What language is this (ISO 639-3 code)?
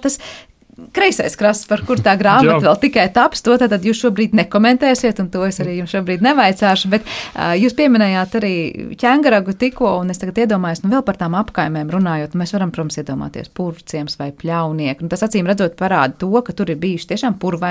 lav